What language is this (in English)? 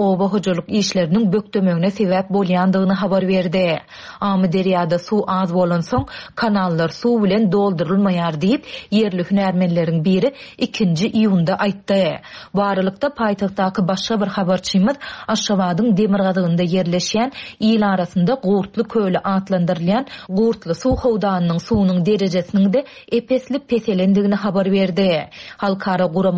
Turkmen